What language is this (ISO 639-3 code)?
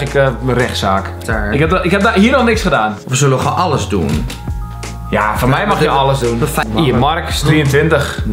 nld